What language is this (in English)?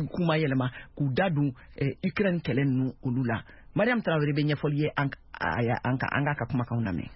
Bambara